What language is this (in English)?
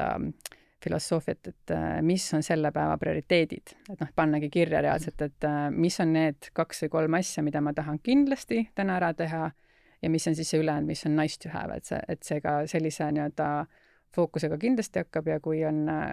Estonian